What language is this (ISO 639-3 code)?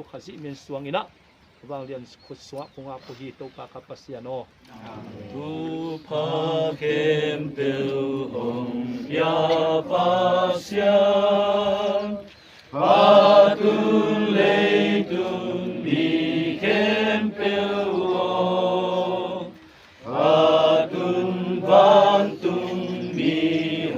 ctd